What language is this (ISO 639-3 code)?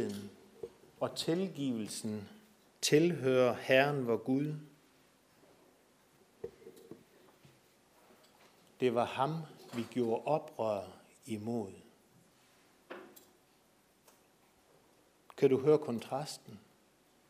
dan